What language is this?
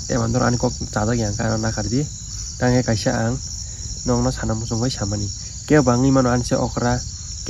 Kok Borok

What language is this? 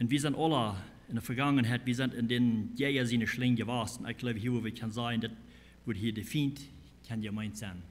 Plautdietsch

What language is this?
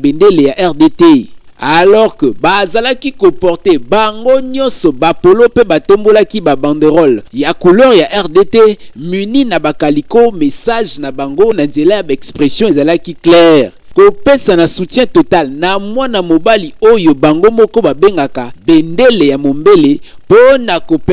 Lingala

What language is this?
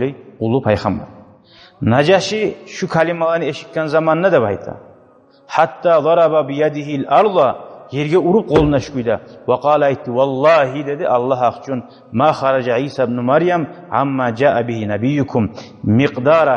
Kumyk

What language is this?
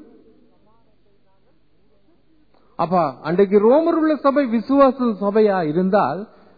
Tamil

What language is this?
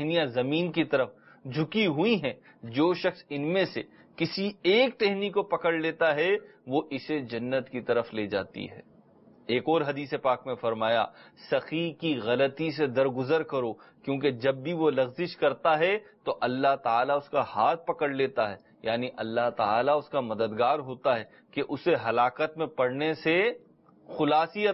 Urdu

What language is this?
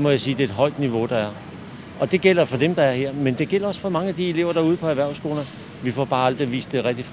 Danish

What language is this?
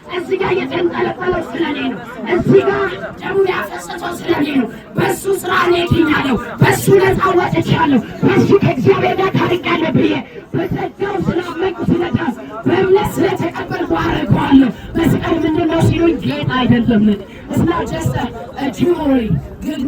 Amharic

